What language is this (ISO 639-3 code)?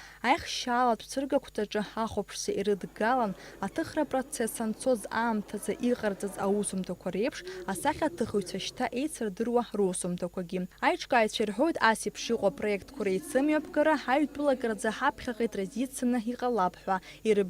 abk